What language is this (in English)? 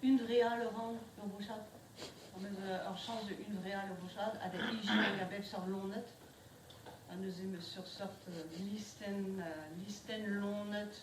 Breton